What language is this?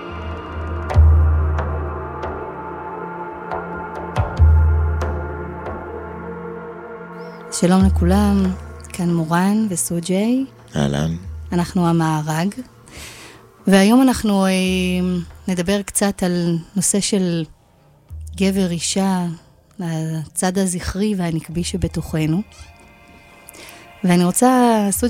Hebrew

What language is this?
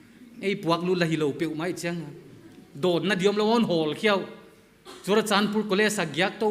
Paite Chin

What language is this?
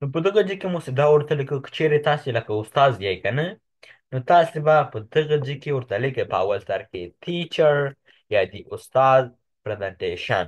Pashto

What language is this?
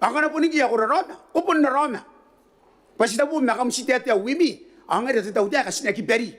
Gilbertese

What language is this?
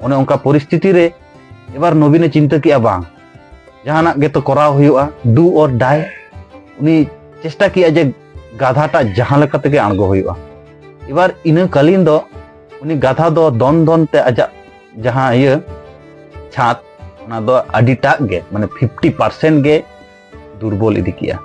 Santali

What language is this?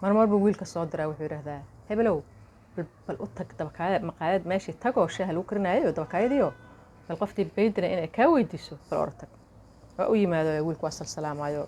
Somali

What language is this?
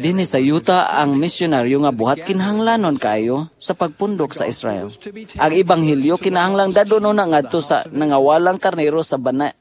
Cebuano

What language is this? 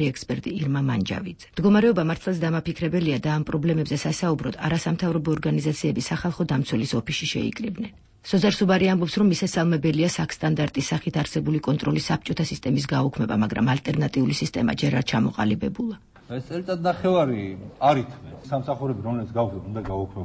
Georgian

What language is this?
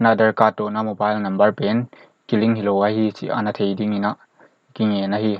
Paite Chin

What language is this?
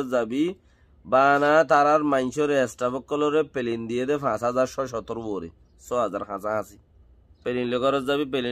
Rohingya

